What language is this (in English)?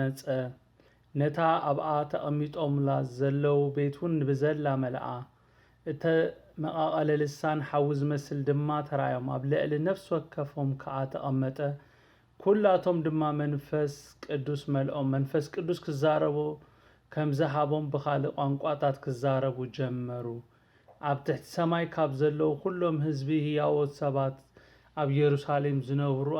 Tigrinya